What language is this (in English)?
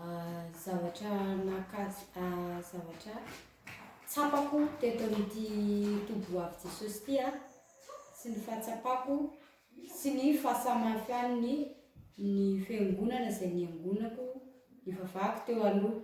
Malagasy